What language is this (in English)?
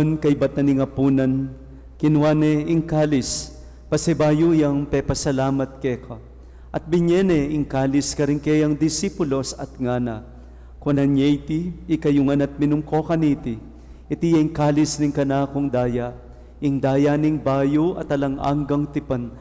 Pampanga